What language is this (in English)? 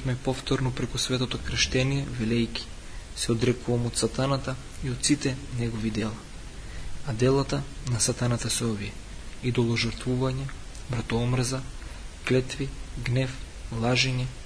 Macedonian